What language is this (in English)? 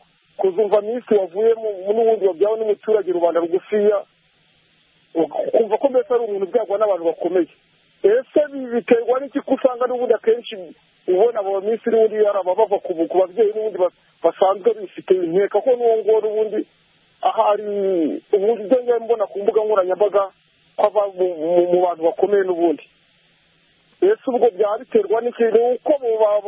Kinyarwanda